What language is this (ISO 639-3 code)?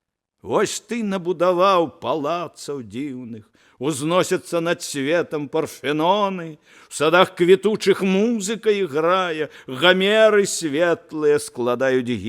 bel